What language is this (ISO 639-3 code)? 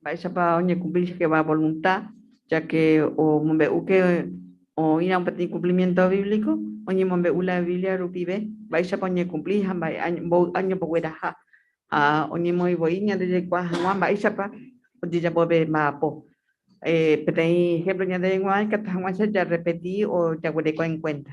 grn